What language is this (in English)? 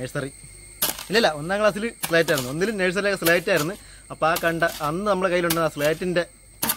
Malayalam